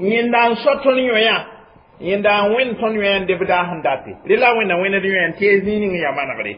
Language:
Mossi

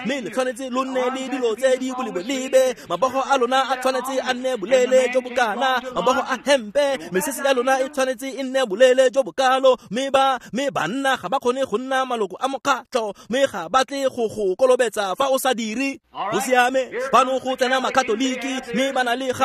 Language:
Tswana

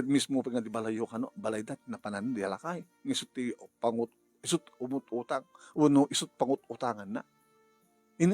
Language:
Iloko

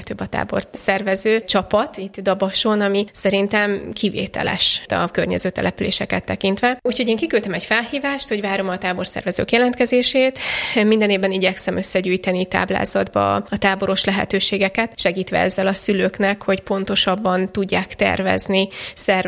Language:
Hungarian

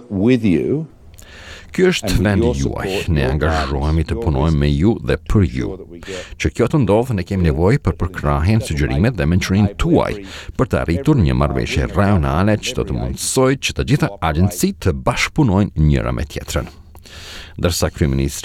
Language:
Albanian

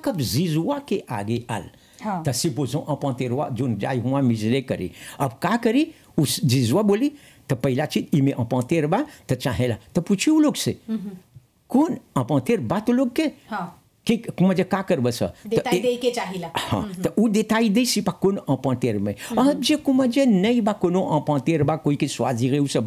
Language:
Bhojpuri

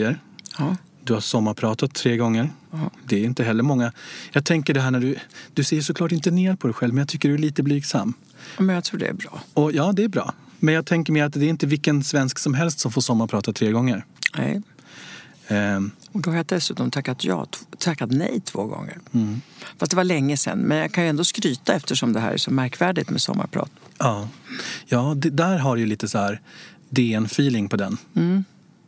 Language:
Swedish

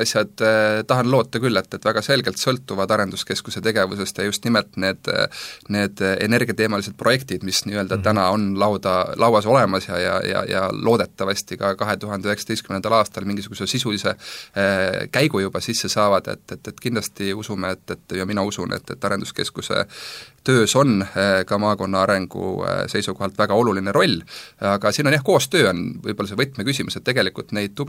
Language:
Estonian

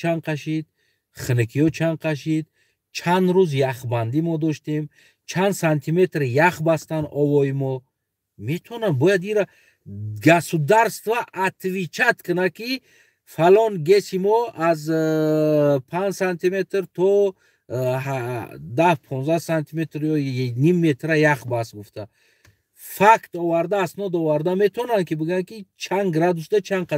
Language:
Tajik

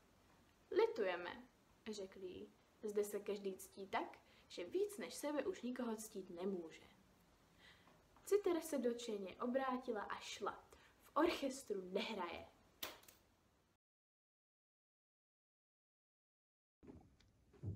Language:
Czech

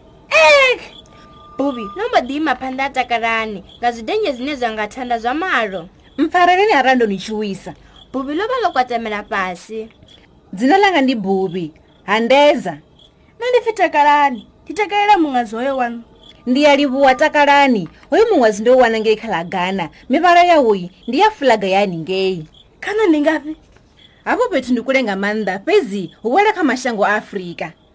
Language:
Venda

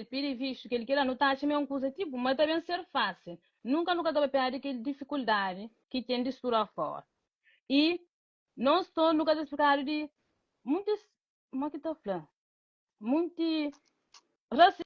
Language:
Kabuverdianu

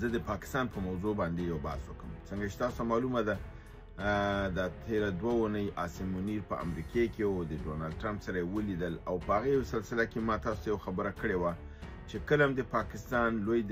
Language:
Pashto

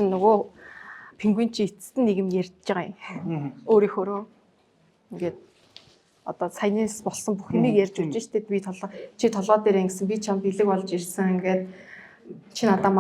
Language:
Mongolian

